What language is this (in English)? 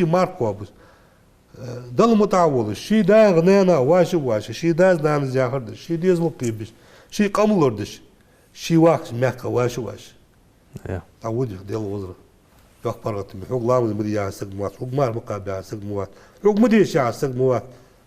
Ingush